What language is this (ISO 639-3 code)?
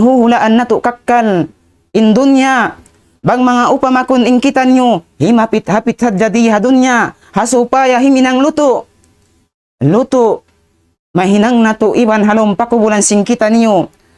tsg